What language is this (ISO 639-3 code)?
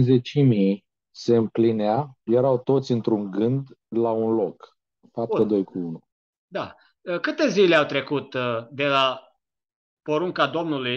ron